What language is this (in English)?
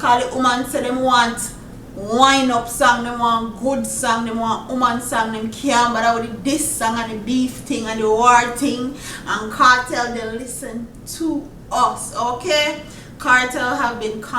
Jamaican Creole English